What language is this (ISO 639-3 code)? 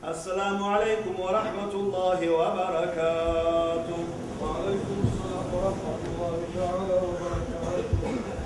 kum